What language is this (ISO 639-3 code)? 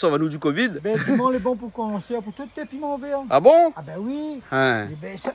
rcf